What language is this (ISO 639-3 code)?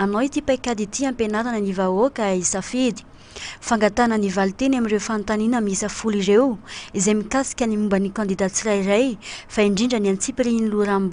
mlg